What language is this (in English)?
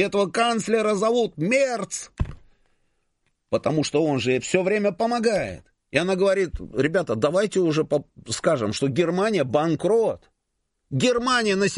Russian